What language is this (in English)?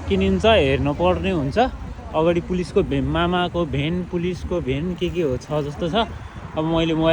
Nepali